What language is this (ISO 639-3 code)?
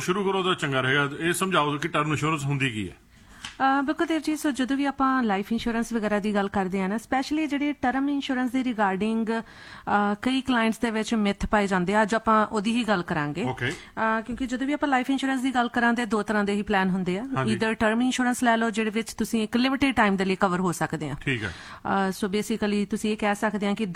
pan